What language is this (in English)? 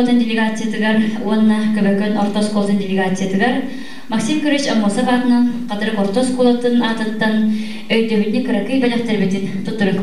Yakut